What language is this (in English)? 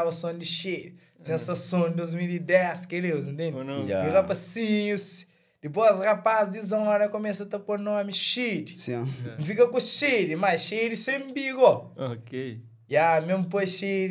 Kabuverdianu